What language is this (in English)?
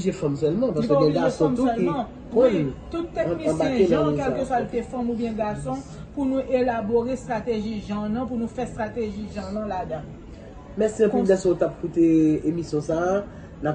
Haitian Creole